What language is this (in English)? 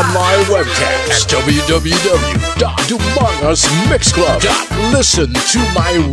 Hiligaynon